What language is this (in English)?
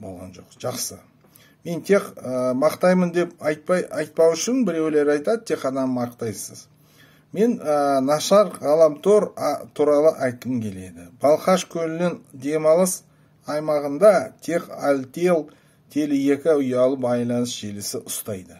Kazakh